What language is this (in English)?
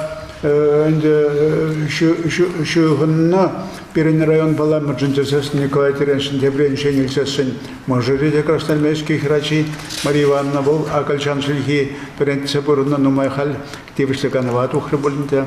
Chuvash